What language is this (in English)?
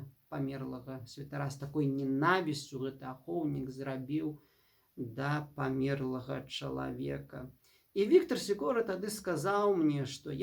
Belarusian